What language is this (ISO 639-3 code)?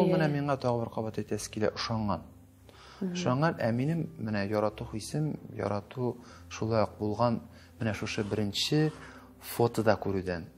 tat